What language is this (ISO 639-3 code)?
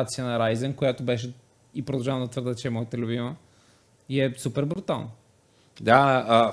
bul